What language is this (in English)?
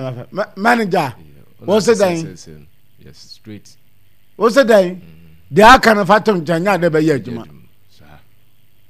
Akan